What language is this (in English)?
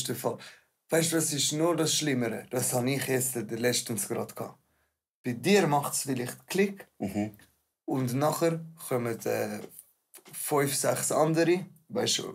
Swiss German